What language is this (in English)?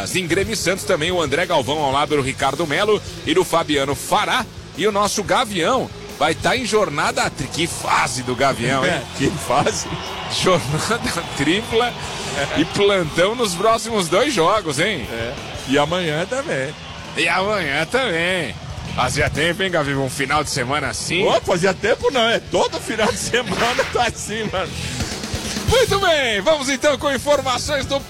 Portuguese